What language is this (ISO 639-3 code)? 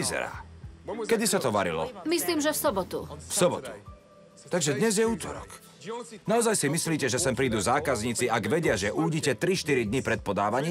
slk